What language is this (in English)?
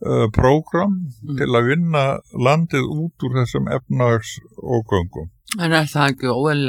Icelandic